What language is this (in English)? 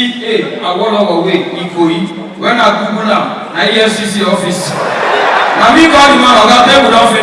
Nigerian Pidgin